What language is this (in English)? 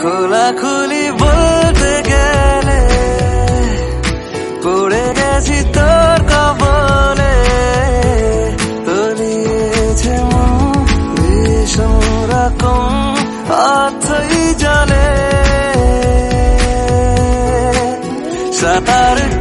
Bangla